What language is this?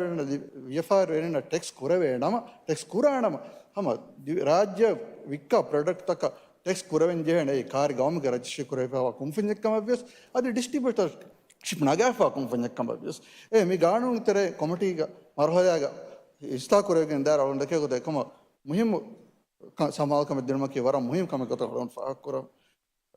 Divehi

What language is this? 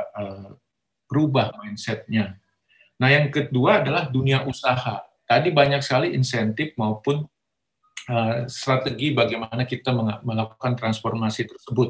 Indonesian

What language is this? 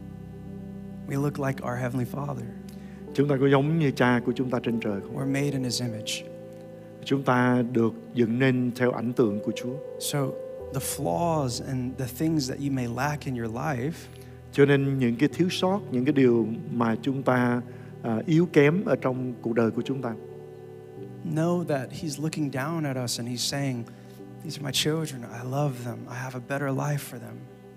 Vietnamese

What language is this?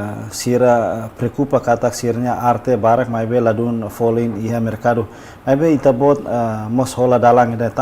Tetum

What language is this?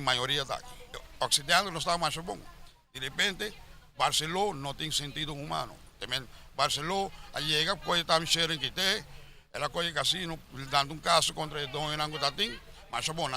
Papiamento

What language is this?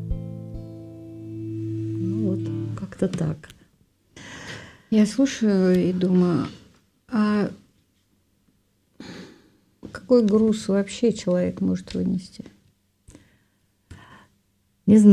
Russian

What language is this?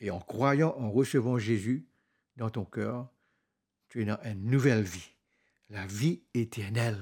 Morisyen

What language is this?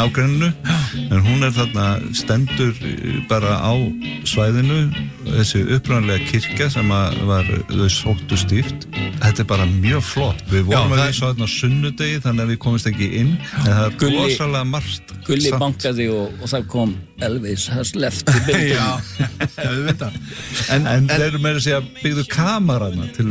Icelandic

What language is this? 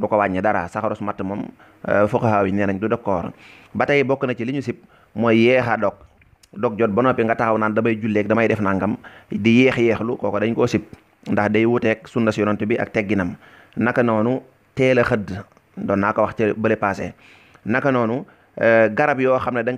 Wolof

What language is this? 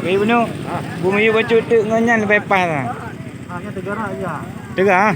Achinese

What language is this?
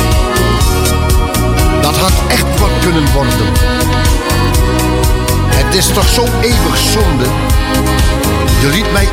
Dutch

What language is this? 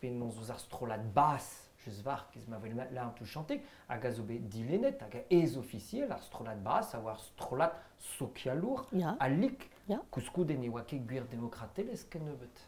Breton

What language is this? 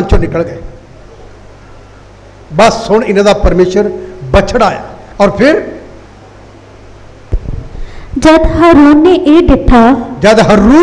Punjabi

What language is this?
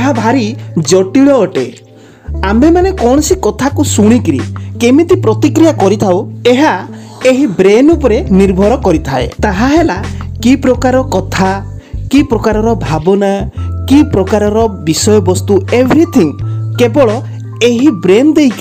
Odia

